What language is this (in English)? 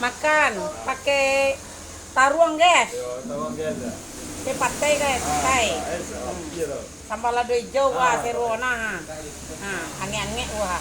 Minangkabau